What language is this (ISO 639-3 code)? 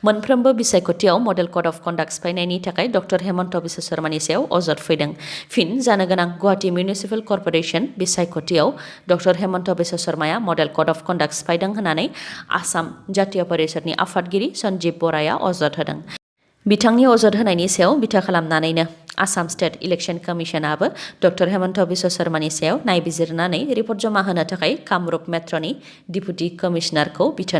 brx